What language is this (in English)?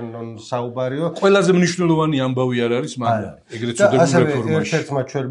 Georgian